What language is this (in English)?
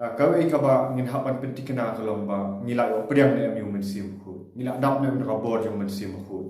Khasi